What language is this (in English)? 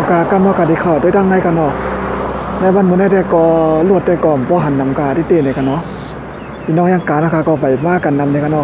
Shan